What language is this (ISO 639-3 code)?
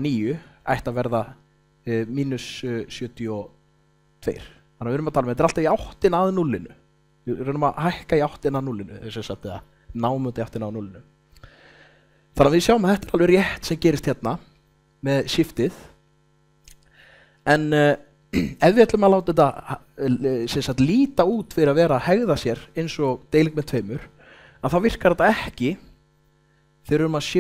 isl